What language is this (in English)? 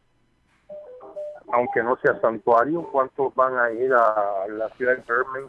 Spanish